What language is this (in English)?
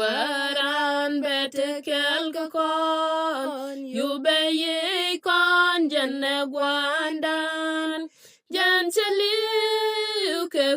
Nuer